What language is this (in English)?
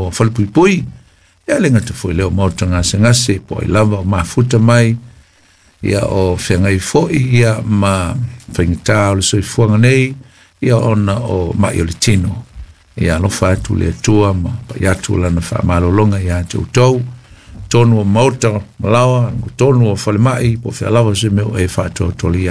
Samoan